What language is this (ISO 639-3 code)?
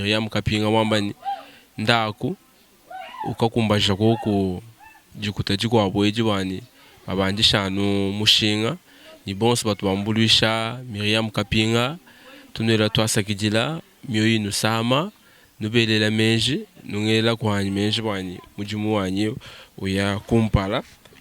lua